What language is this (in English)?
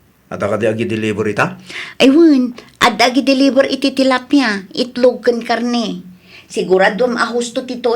Iloko